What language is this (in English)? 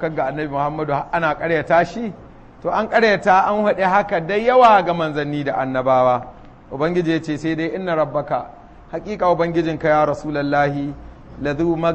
Hausa